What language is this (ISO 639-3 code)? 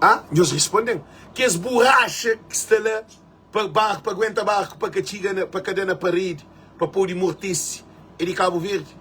kea